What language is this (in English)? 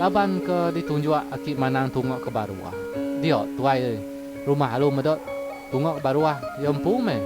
Iban